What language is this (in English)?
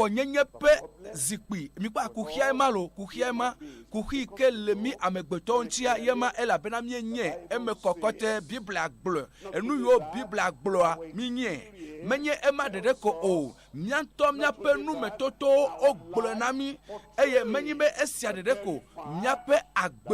Ewe